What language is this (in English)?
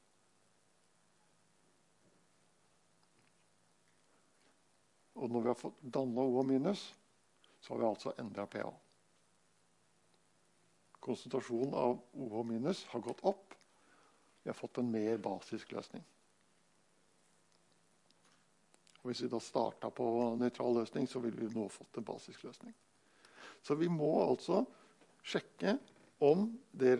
Norwegian